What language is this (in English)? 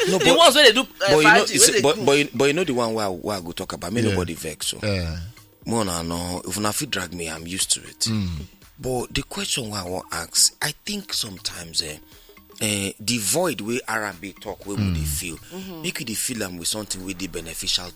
Nigerian Pidgin